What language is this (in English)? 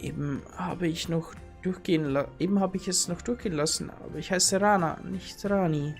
Bavarian